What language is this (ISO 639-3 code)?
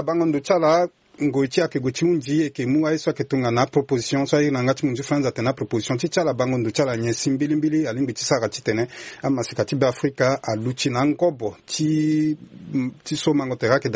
sag